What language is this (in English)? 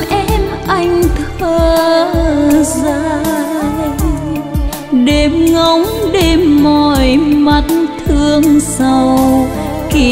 Vietnamese